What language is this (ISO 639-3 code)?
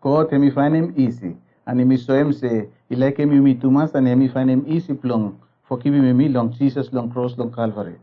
bis